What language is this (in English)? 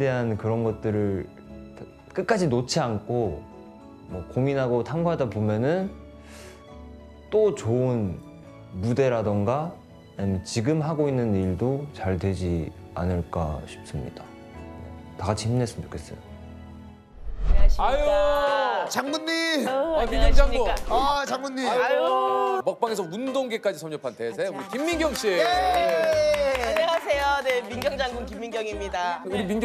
Korean